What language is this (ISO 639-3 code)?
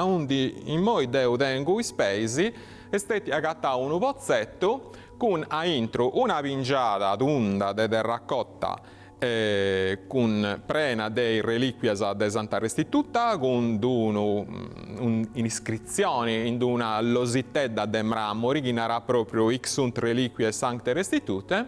srd